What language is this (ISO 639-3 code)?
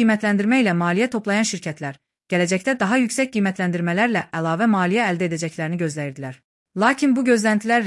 aze